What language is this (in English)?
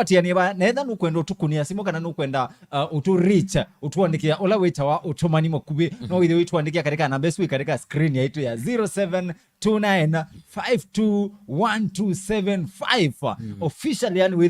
Kamba